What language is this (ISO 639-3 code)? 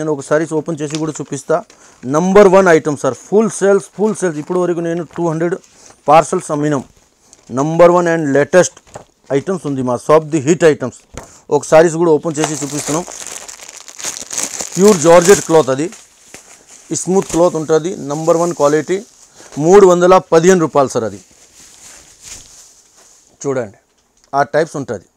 tel